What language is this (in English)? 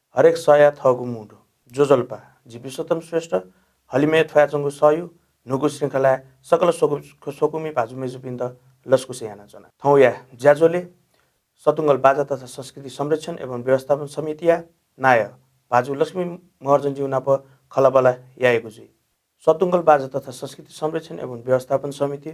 Newari